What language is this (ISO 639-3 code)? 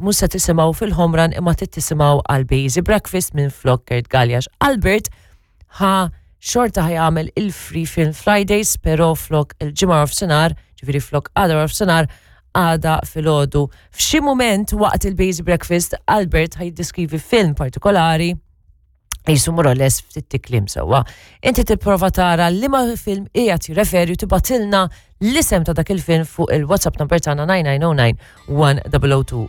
mlt